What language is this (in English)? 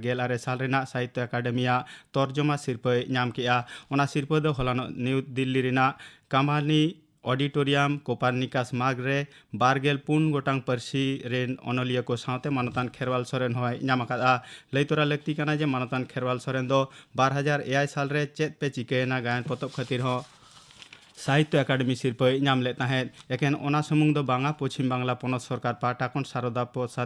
Santali